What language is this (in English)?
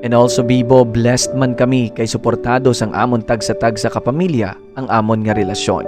Hiligaynon